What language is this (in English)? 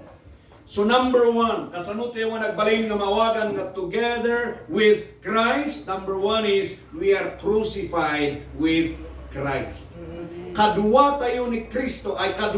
Iloko